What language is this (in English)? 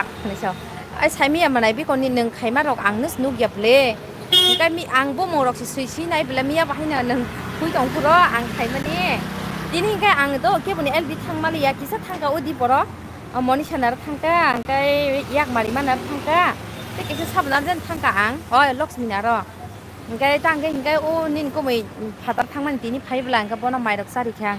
Kok Borok